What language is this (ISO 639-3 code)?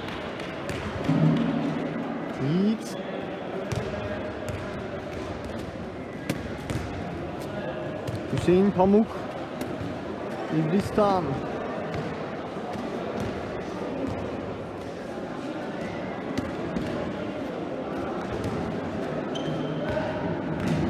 tur